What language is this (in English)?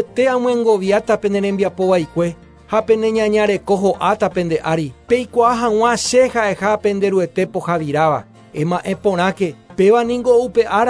Guarani